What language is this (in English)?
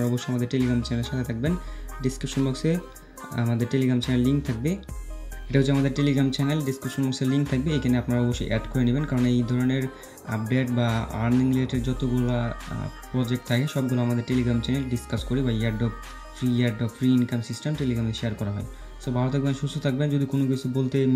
Bangla